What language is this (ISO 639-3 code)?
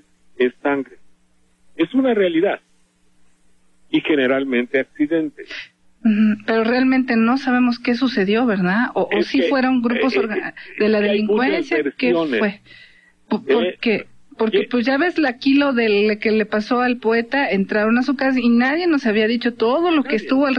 spa